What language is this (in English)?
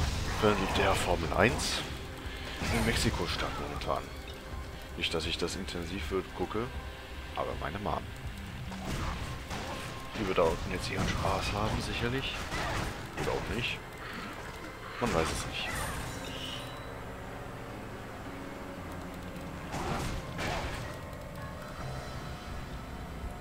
German